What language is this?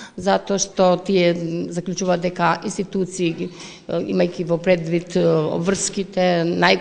Macedonian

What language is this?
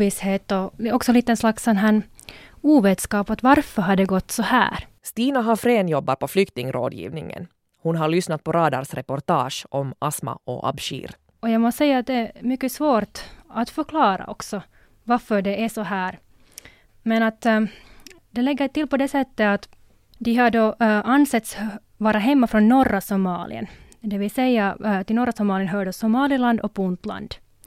Swedish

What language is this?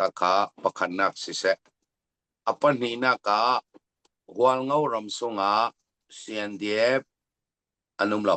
Hakha Chin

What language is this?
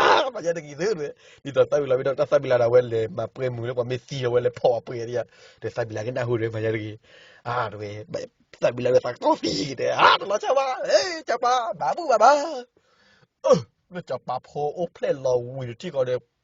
S'gaw Karen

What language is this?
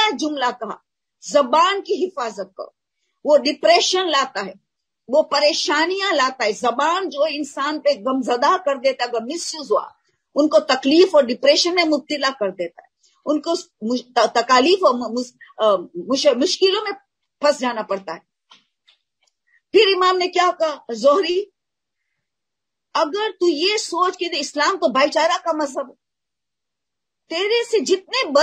Urdu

